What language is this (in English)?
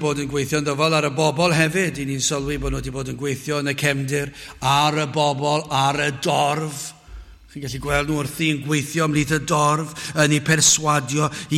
Welsh